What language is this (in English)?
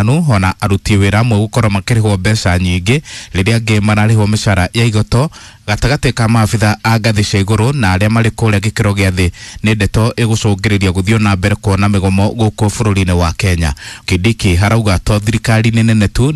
Kikuyu